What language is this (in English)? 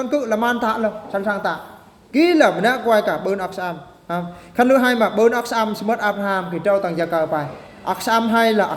Eastern Bru